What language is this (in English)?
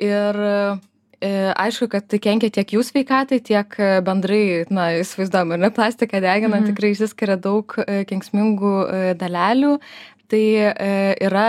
Lithuanian